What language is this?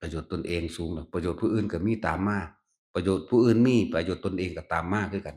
Northeastern Thai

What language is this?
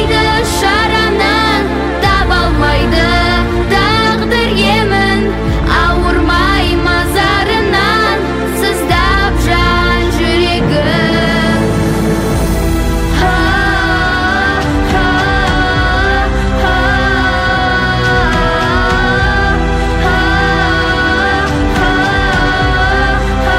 Kazakh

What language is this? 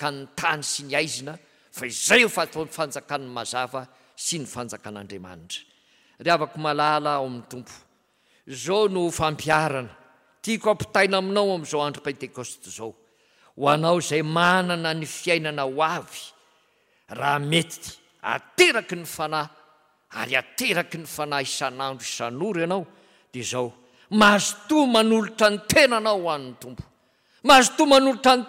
Malagasy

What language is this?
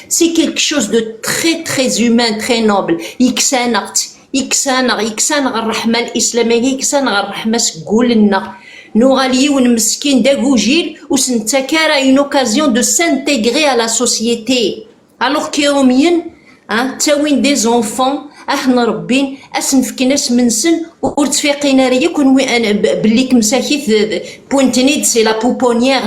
Kabyle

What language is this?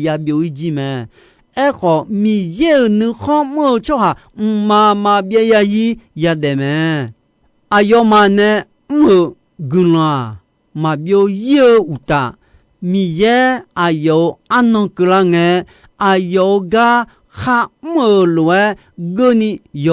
Akha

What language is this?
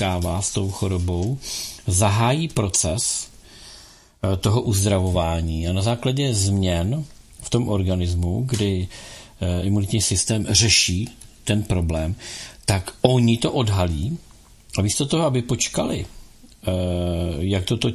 Czech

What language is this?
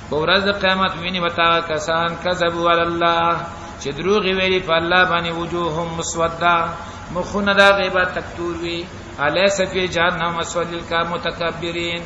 Pashto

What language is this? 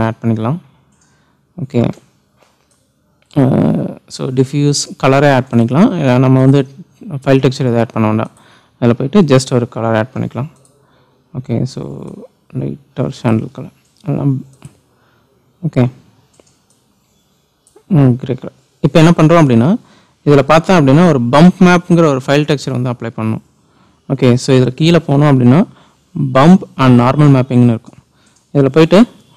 Tamil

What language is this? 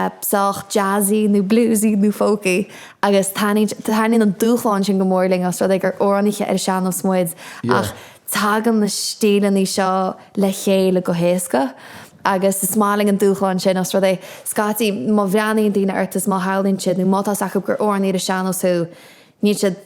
Irish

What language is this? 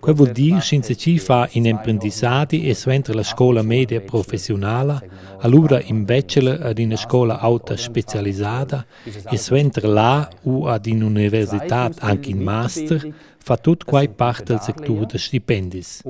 Romansh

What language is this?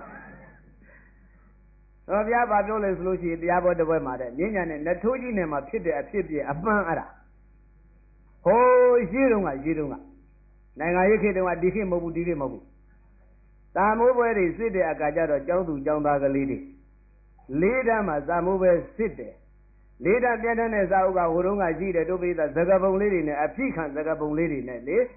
Burmese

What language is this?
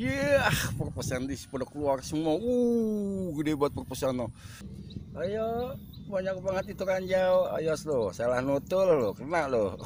Betawi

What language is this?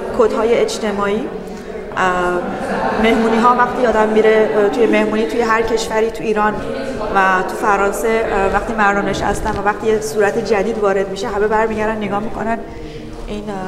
Persian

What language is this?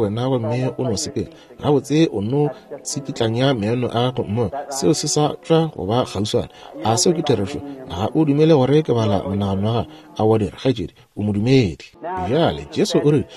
Northern Sotho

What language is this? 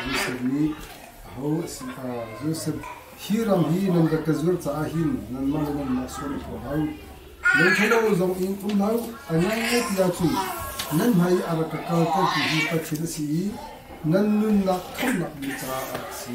Hakha Chin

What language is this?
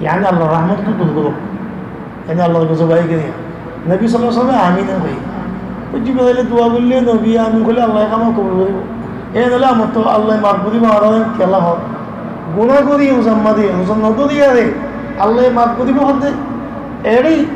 Rohingya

